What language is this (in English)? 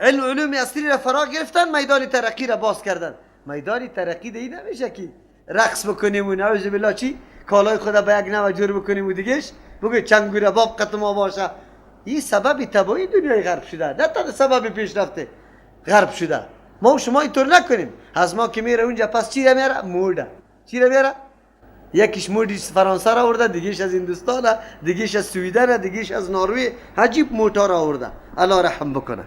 Persian